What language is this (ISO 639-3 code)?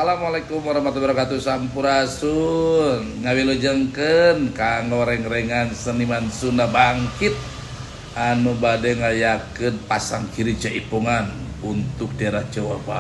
sun